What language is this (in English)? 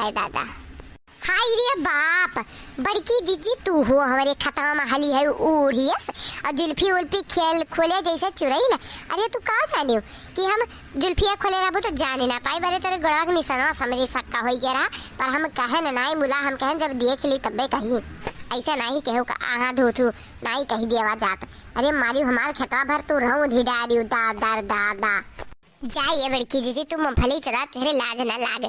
Awadhi